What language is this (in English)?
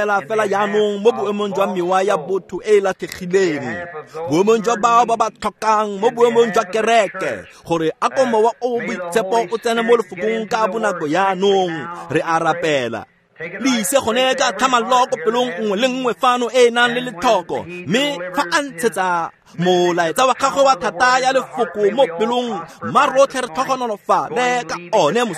Tswana